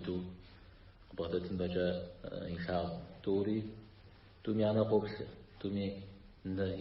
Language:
Kabardian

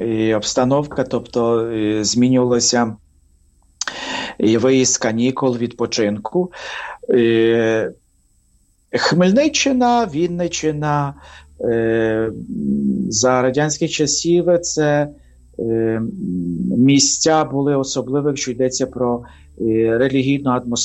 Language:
Ukrainian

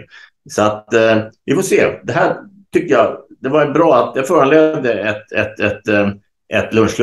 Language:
Swedish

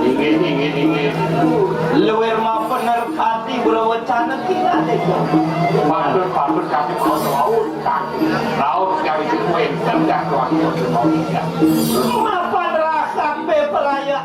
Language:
Balinese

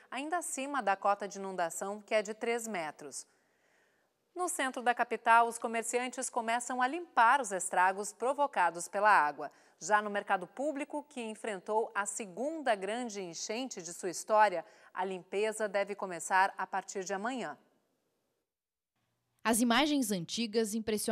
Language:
Portuguese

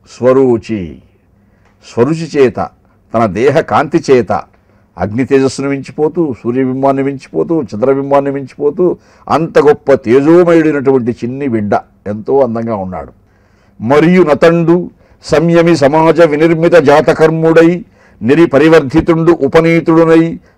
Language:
Telugu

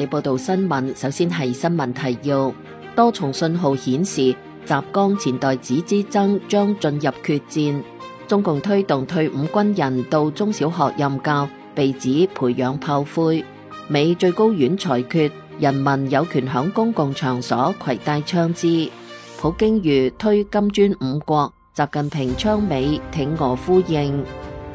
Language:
Cantonese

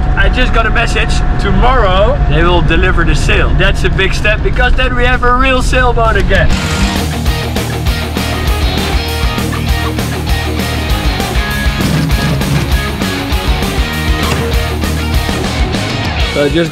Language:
English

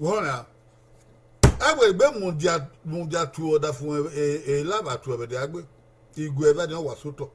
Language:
Bini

